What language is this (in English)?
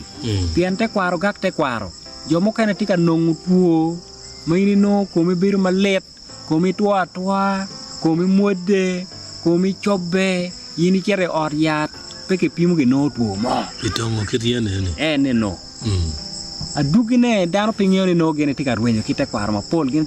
Acoli